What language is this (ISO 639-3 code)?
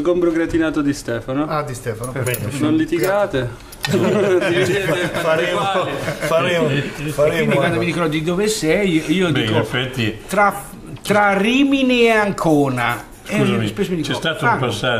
ita